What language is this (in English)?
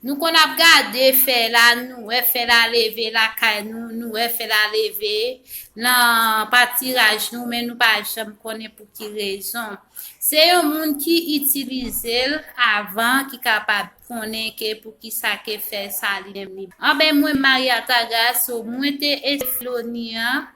Haitian Creole